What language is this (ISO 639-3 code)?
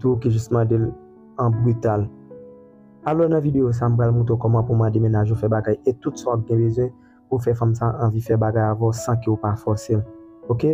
hat